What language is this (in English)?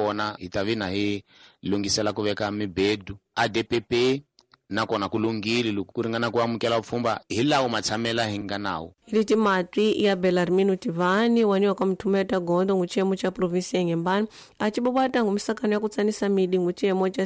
Tsonga